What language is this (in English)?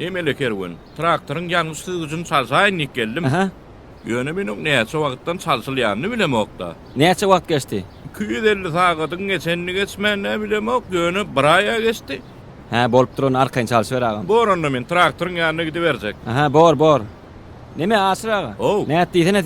Turkmen